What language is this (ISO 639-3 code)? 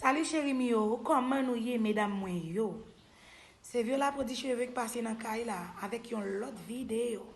hat